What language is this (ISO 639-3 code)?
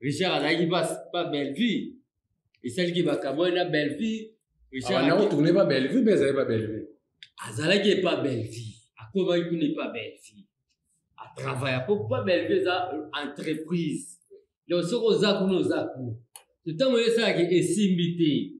lin